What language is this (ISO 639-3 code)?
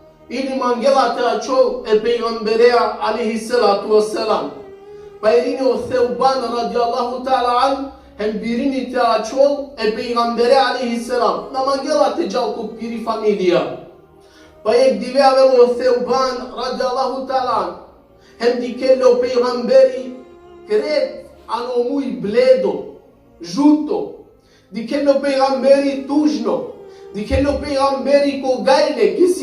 rmn